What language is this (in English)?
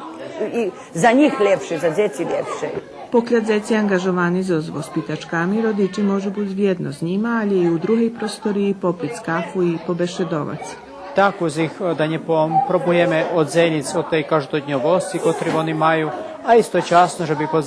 Rusyn